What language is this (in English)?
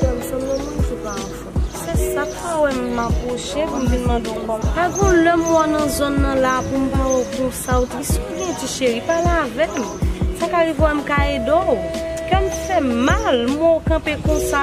Haitian Creole